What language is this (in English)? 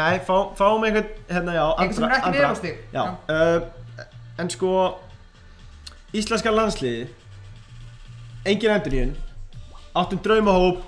Icelandic